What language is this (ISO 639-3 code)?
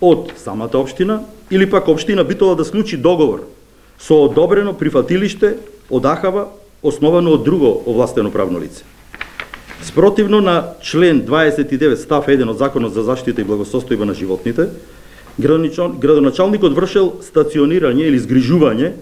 mkd